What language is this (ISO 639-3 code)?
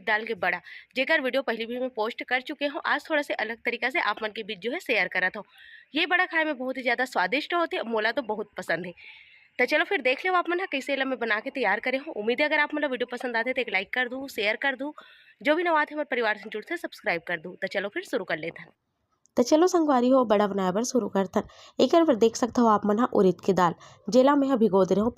hne